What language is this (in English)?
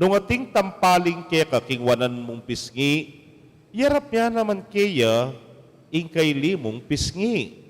Pampanga